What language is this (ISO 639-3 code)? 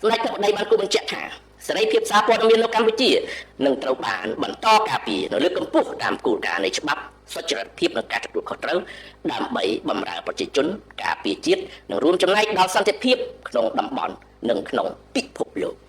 khm